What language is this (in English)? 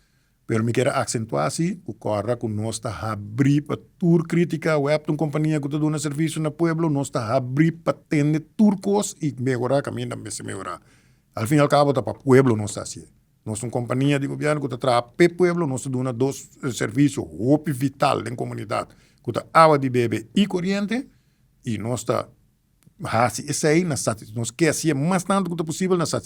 Papiamento